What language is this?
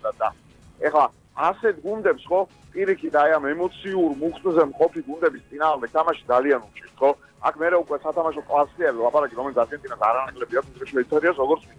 Georgian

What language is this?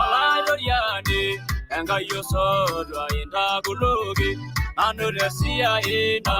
Masai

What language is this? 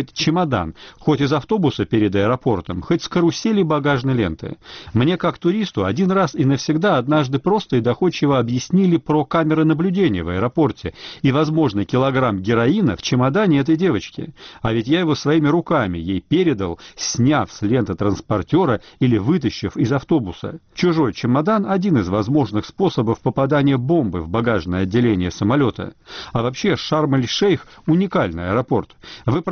Russian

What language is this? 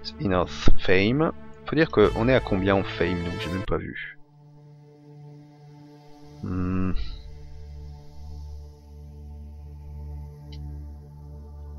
French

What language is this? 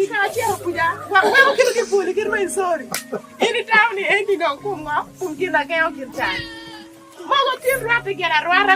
Acoli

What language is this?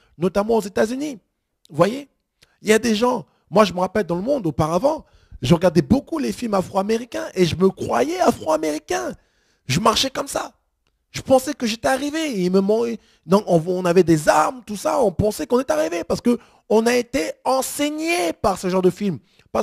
French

